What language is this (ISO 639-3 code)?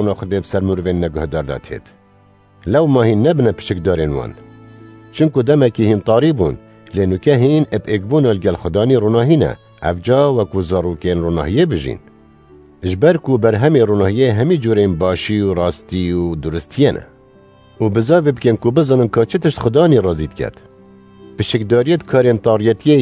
kur